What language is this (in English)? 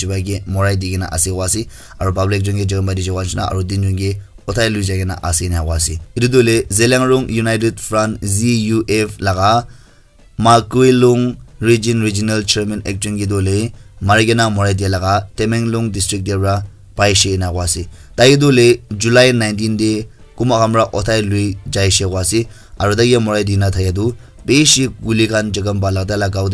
Naga Pidgin